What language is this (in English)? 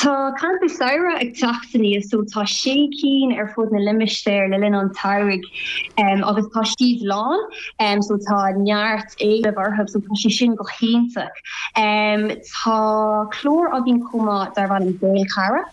Irish